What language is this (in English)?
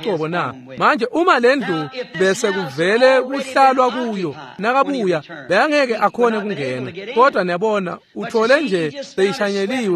Swati